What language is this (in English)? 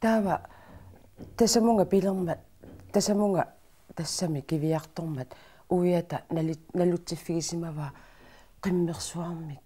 Kalaallisut